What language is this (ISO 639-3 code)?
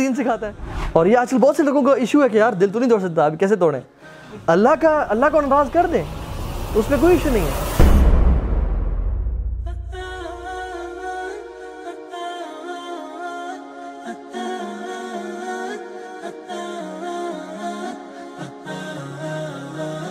urd